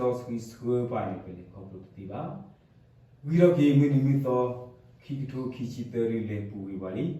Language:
S'gaw Karen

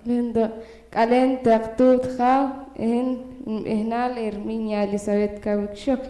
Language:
Poqomchi'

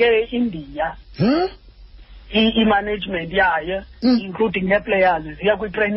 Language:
Xhosa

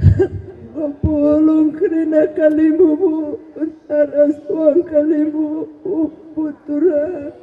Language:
Batak Karo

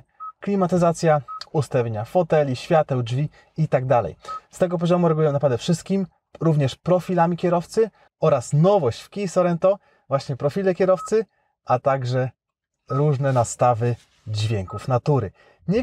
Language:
Polish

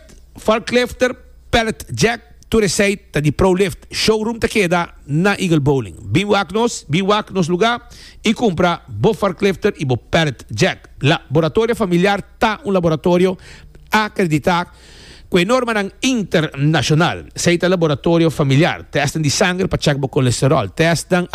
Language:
Papiamento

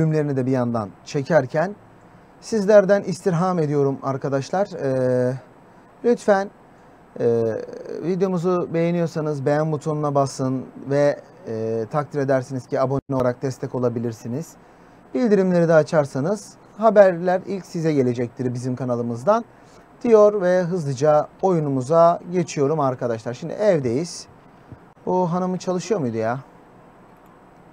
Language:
Turkish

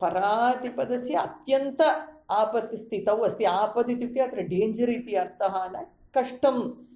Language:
Sanskrit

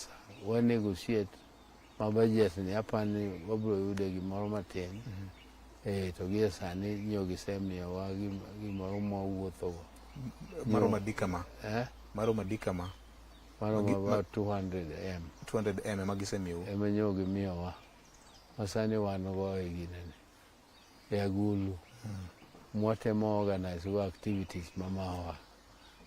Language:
Luo (Kenya and Tanzania)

